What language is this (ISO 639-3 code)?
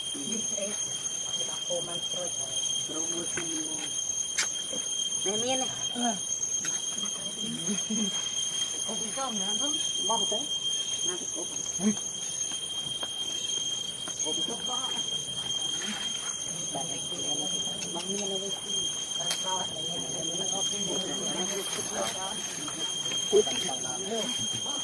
vie